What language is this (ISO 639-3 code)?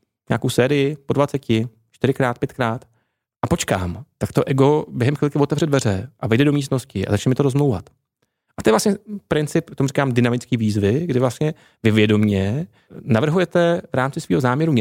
ces